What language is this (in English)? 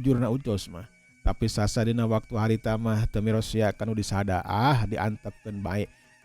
Sundanese